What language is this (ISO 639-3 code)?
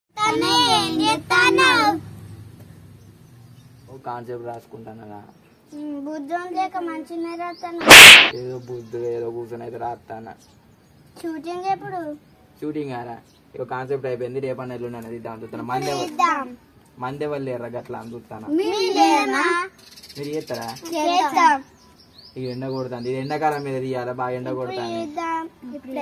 tel